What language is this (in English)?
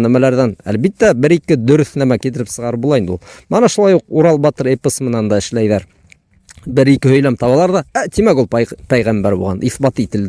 Bashkir